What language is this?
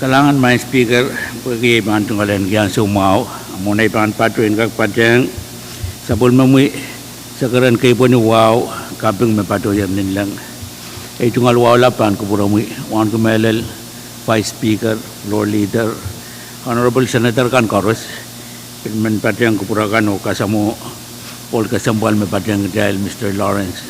Pohnpeian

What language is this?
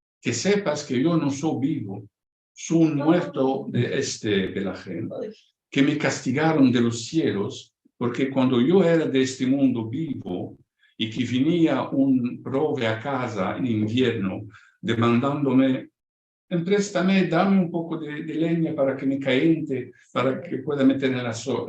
Ladino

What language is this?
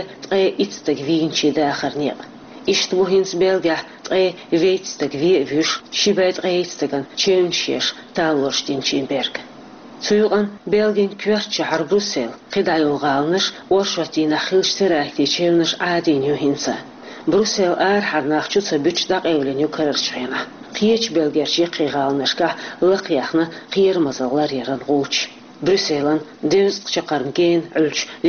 Chechen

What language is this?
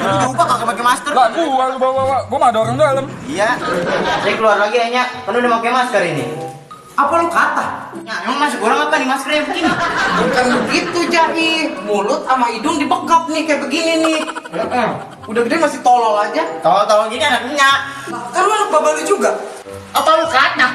Betawi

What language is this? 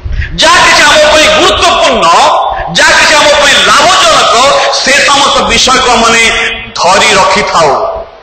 Odia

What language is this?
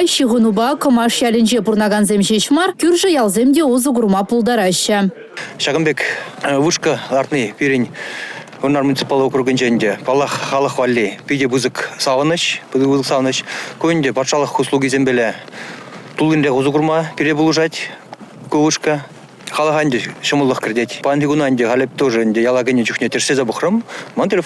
Chuvash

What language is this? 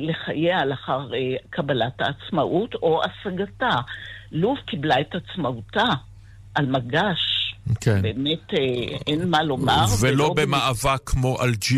Hebrew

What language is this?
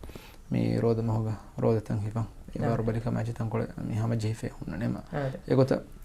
Divehi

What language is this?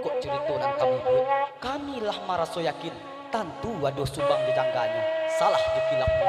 Minangkabau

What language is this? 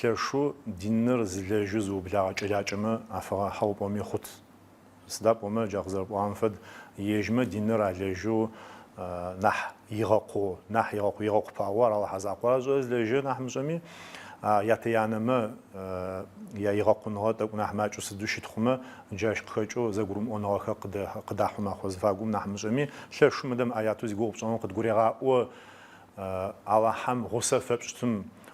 Adyghe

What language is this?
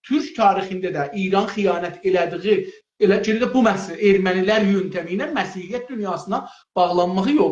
South Azerbaijani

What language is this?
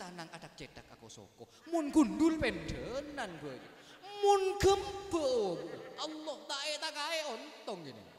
Madurese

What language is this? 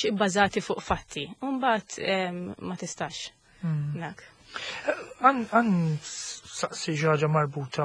Maltese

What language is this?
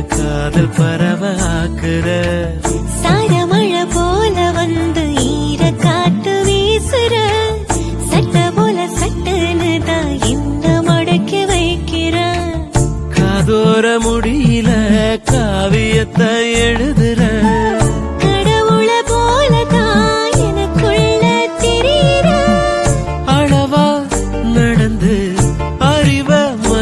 Tamil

